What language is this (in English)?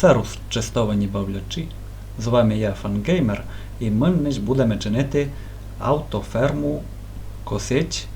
Rusyn